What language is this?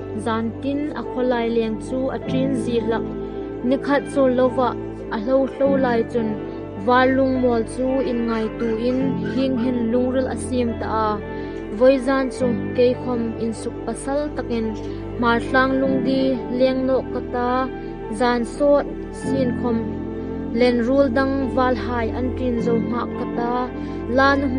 Hmar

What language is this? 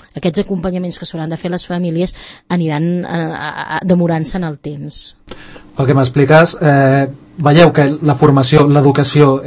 Catalan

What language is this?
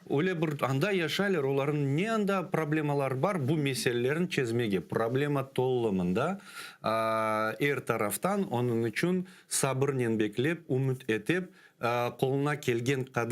Crimean Tatar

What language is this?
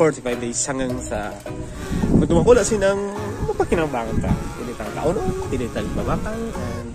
Bikol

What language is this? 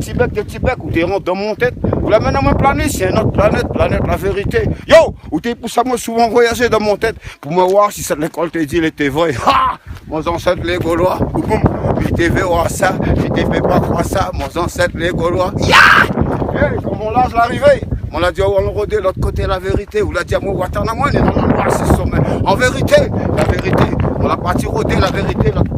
Réunion Creole French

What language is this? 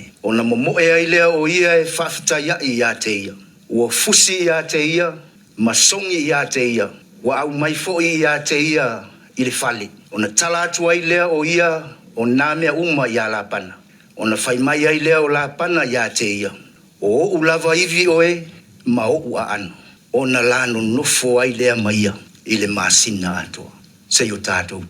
Samoan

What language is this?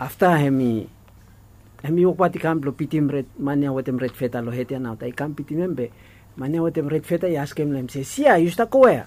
Bislama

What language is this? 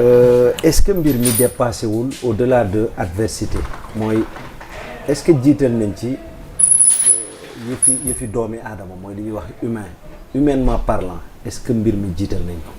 Wolof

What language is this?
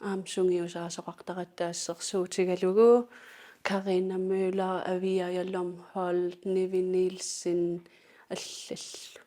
Kalaallisut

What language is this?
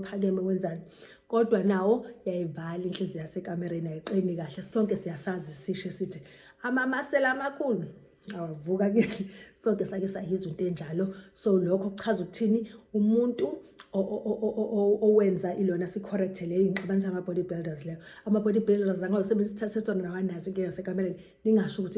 Zulu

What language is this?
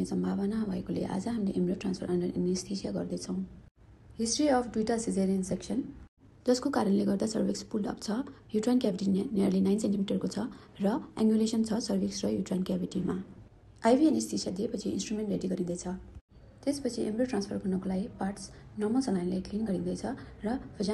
Nepali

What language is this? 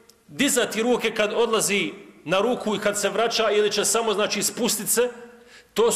Bosnian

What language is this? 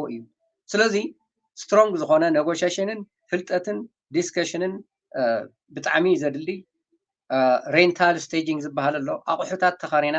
Tigrinya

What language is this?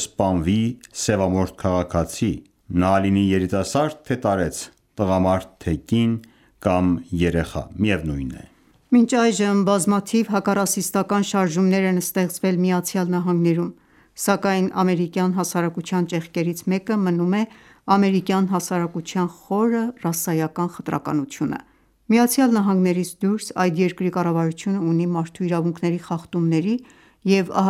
Armenian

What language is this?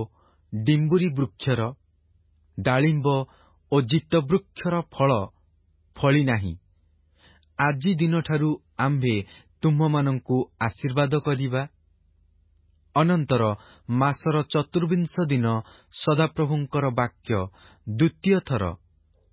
Odia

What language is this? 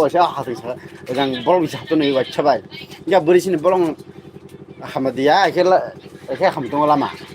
Kok Borok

